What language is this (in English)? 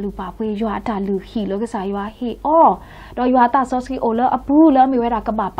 S'gaw Karen